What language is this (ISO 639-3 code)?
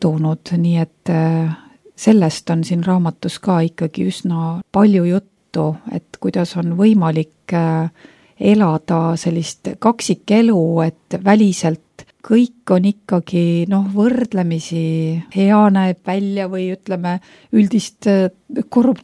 est